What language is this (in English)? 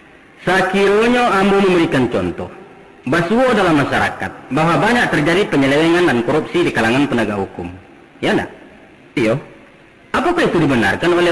Minangkabau